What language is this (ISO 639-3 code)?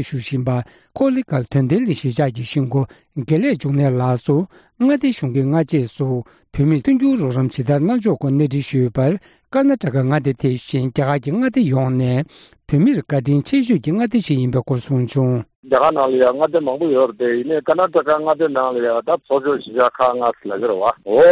bod